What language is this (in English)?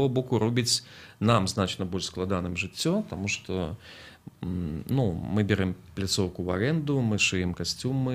Belarusian